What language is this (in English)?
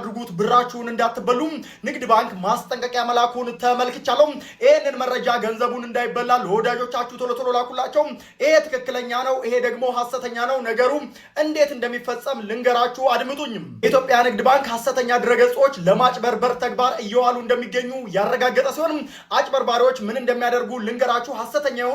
Amharic